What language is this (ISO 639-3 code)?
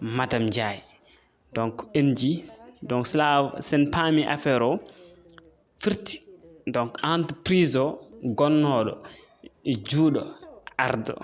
ful